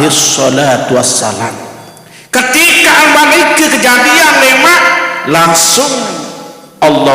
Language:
Sasak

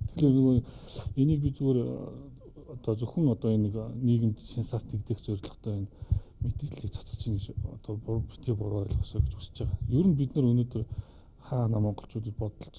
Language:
Mongolian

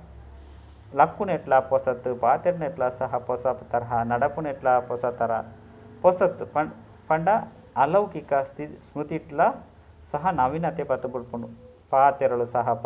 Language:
Tulu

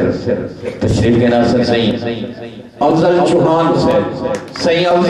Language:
Saraiki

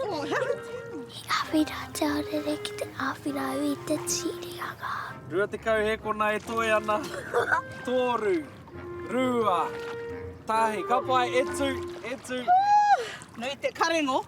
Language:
Māori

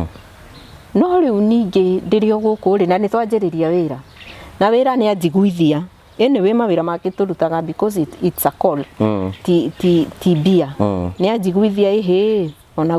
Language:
Kikuyu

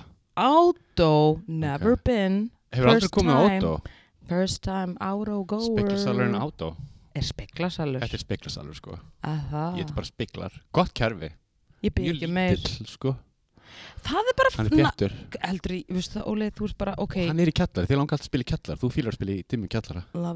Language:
Icelandic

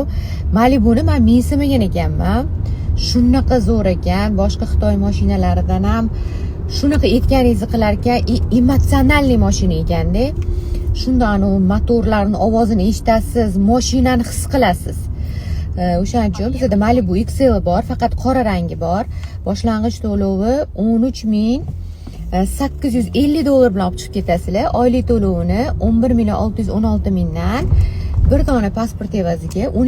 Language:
Uzbek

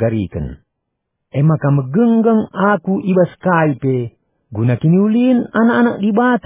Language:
Batak Karo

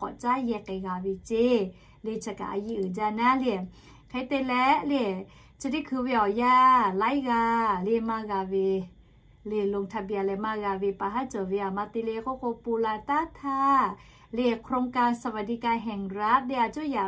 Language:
Lahu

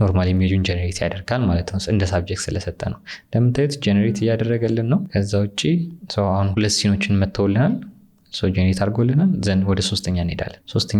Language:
Amharic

